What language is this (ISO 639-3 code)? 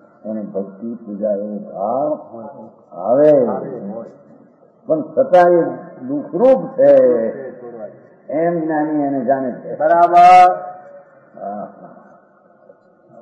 guj